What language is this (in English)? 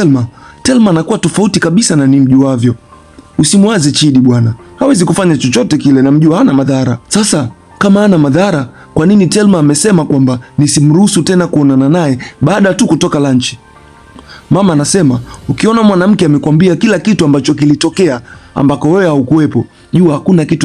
Swahili